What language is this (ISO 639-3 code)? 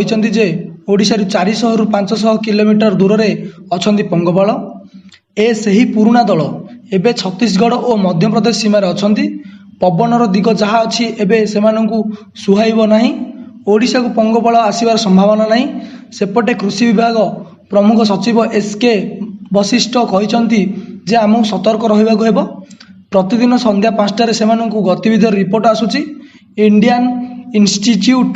ori